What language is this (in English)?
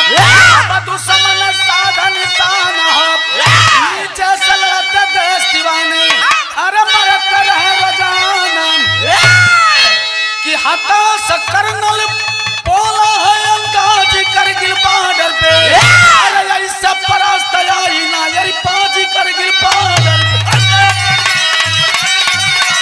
Bhojpuri